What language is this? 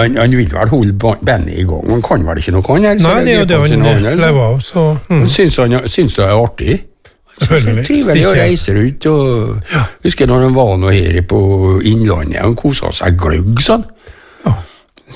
Norwegian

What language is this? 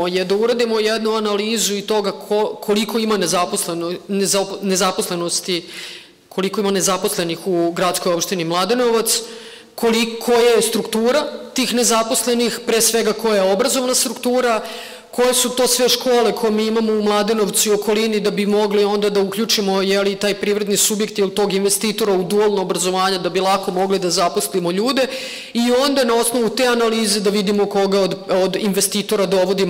Serbian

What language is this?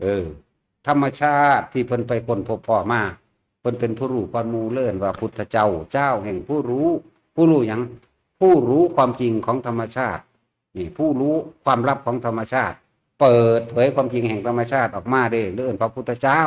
Northeastern Thai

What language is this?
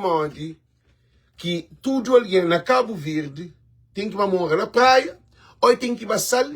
Kabuverdianu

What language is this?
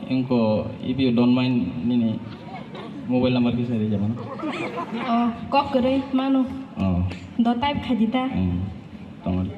Kok Borok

